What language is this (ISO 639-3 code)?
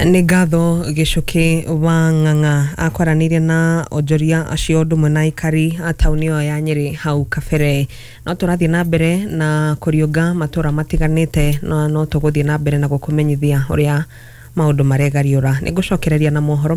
kik